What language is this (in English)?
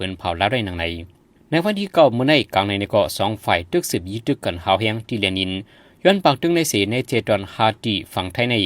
Shan